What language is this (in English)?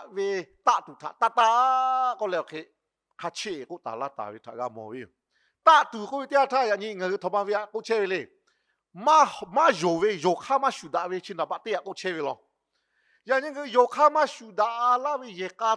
Lahu